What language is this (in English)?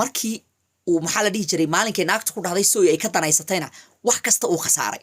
Somali